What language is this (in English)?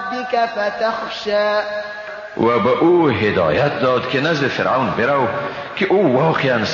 Persian